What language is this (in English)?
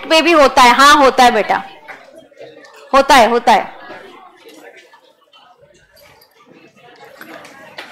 Hindi